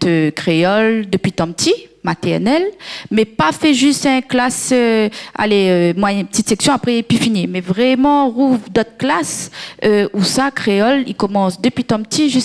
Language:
Réunion Creole French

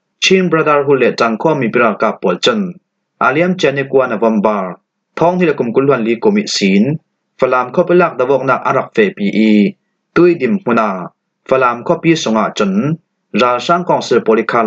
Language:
Falam Chin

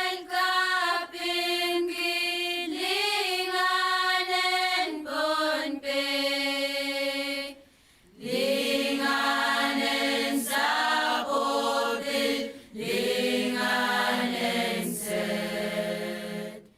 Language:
Pohnpeian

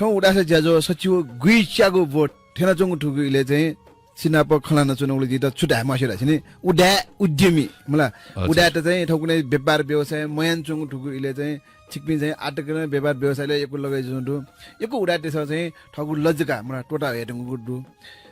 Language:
Newari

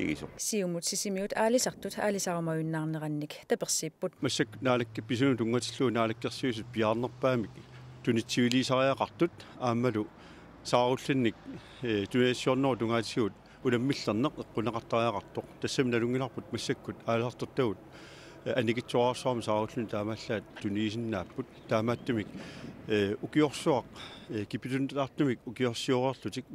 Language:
Kalaallisut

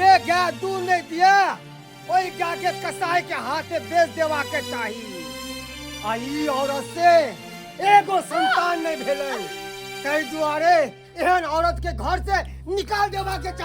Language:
Maithili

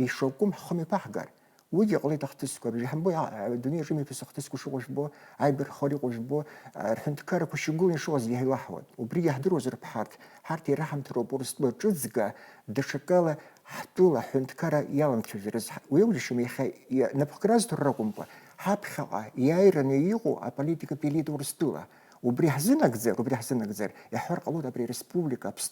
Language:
Abkhazian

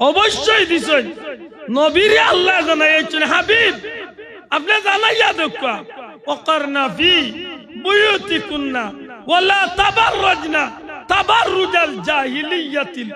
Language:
Sylheti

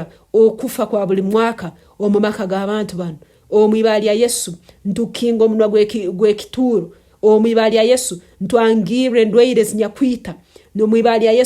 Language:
Nyankole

